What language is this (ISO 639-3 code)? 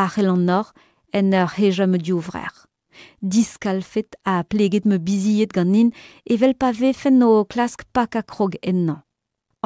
bre